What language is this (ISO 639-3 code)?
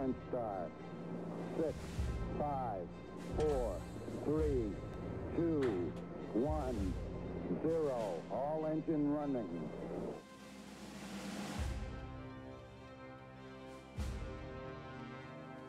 deu